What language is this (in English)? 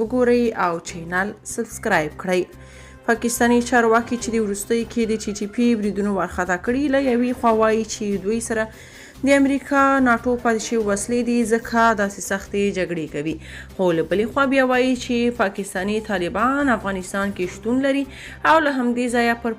Pashto